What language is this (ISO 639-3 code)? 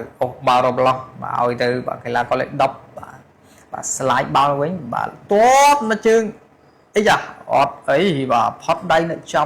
khm